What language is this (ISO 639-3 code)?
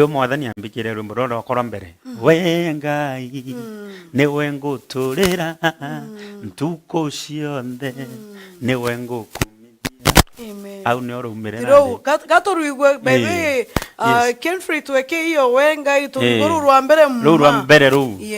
mer